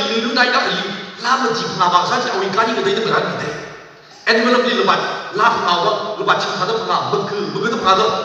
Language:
Tangkhul Naga (India)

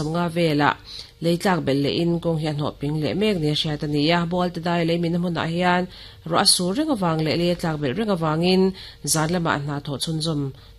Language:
Mizo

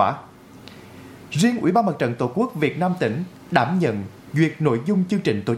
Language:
Vietnamese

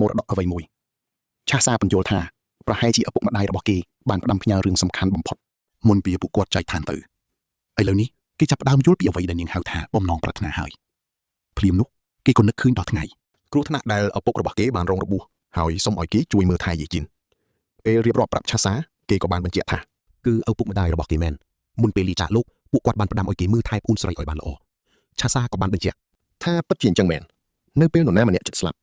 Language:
Khmer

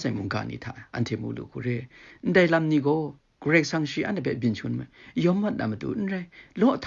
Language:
Kachin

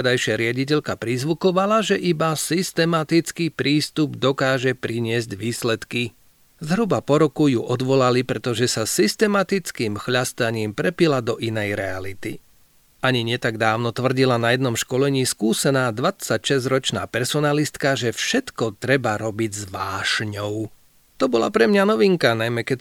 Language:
Slovak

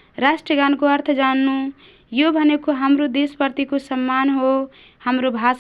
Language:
Nepali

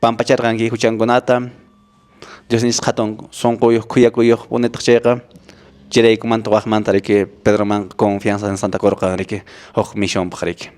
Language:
Quechua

